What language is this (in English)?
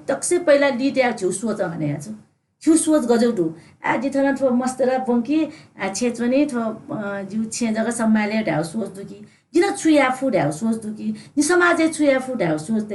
Newari